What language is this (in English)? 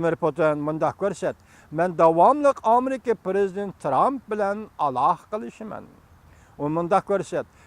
Uyghur